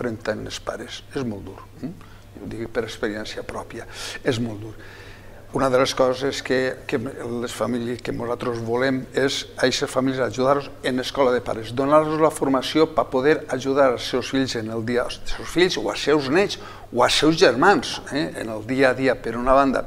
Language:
Catalan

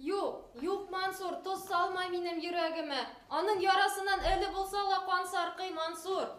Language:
Bashkir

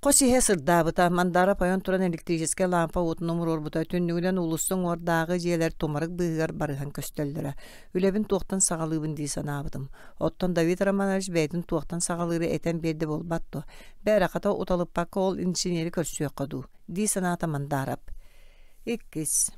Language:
Yakut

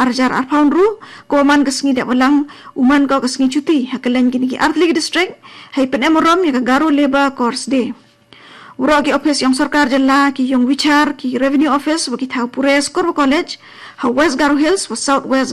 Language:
Khasi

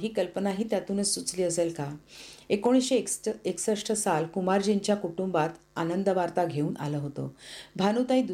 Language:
Marathi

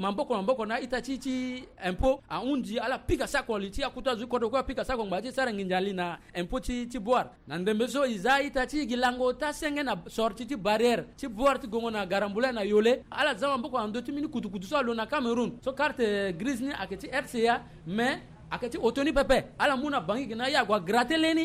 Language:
Sango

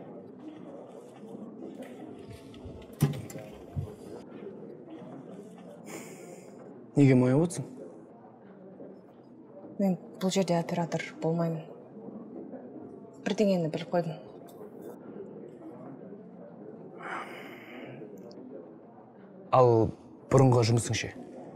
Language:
Kazakh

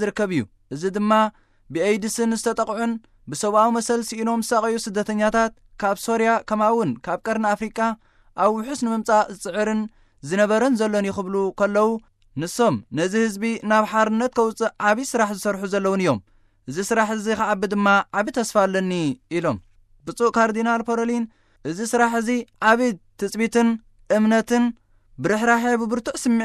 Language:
Tigrinya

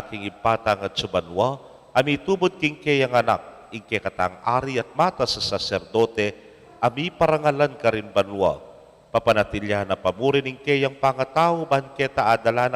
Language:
Pampanga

